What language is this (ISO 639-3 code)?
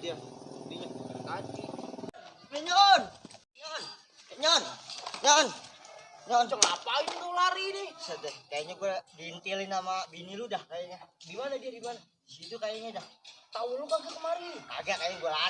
bew